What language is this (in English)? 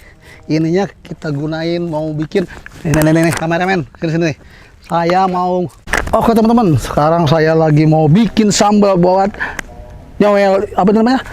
Betawi